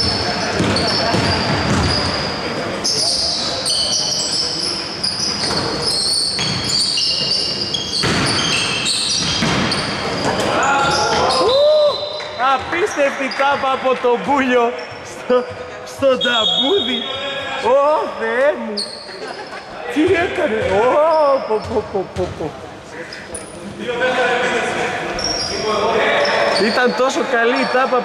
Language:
Greek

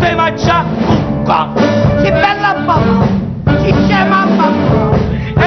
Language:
Neapolitan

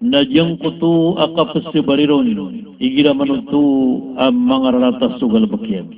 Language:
Maranao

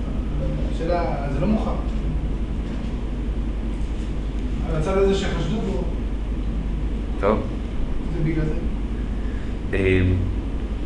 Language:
Hebrew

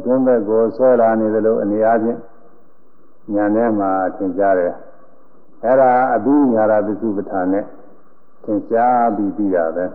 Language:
Burmese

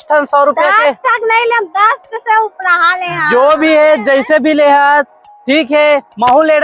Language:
Chhattisgarhi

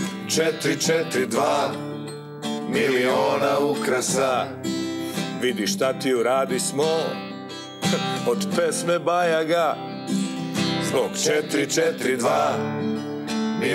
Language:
Serbian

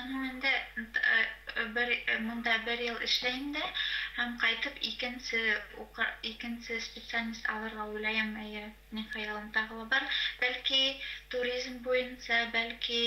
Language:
Bashkir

